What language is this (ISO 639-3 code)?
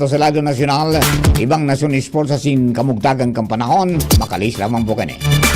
bik